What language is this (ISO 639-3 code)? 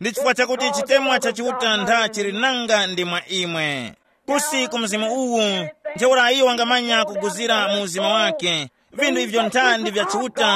tum